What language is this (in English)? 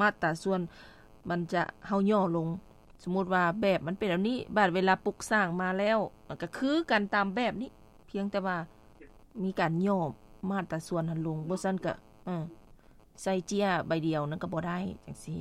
Lao